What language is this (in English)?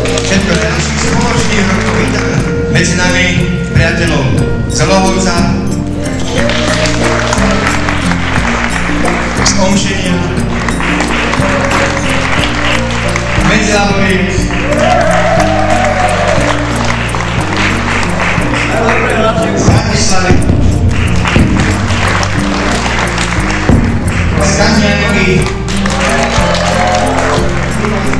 Slovak